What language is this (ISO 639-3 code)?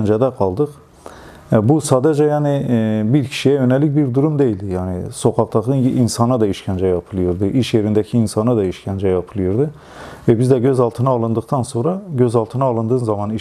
tur